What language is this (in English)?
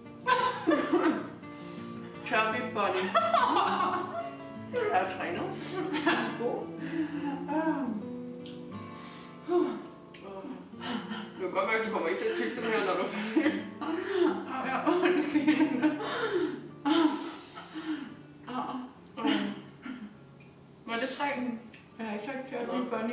Danish